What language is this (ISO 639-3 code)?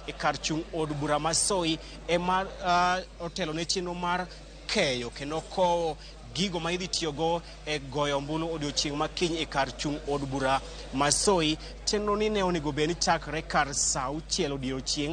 luo